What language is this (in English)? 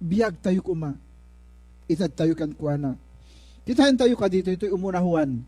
Iloko